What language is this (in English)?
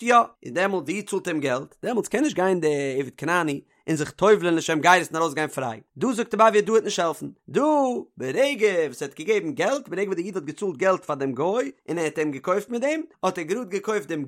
Yiddish